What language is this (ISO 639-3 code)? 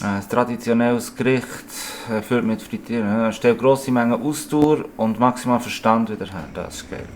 gsw